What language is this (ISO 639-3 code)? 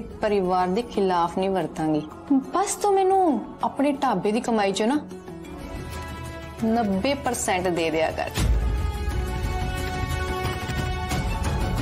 pan